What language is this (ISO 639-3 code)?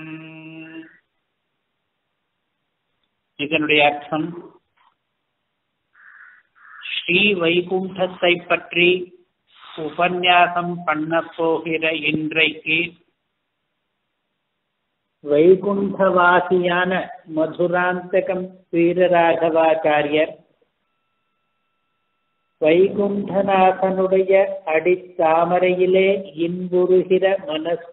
tam